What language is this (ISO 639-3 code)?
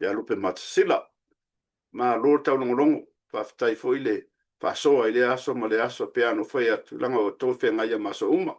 smo